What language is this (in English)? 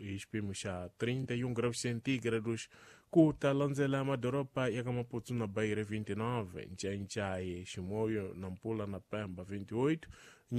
Tsonga